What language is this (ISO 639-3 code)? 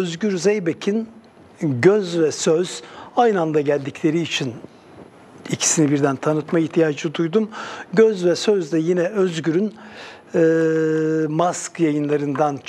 tur